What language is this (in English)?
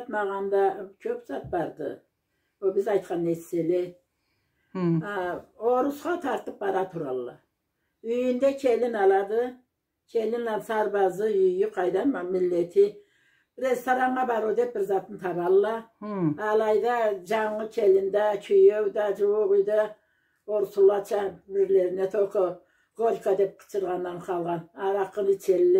Karachay-Balkar